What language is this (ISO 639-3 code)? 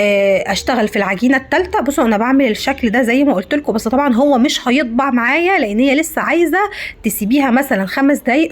arz